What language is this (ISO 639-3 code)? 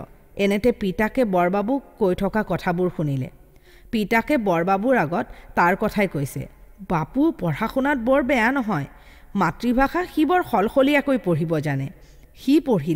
asm